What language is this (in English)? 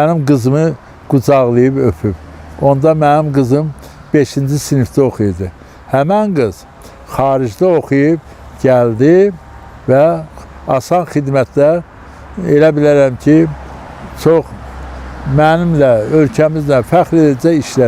Azerbaijani